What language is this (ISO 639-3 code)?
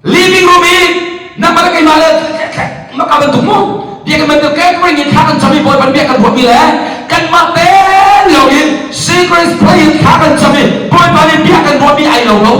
cnh